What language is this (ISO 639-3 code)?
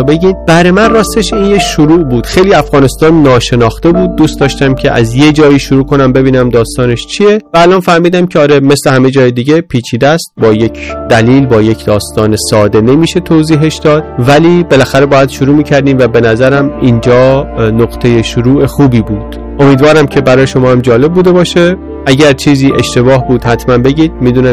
fas